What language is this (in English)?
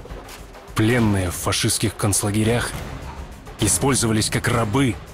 Russian